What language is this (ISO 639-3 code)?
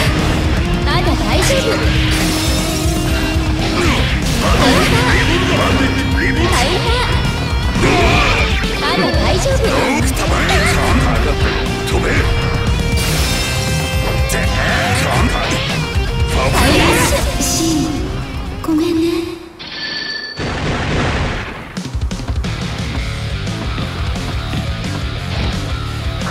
jpn